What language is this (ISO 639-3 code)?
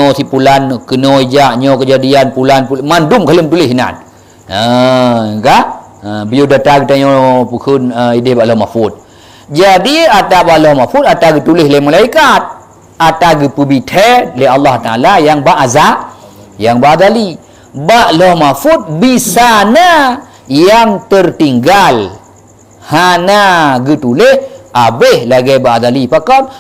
ace